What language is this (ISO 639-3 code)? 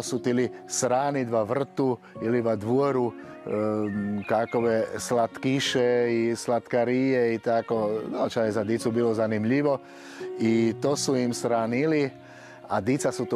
hrv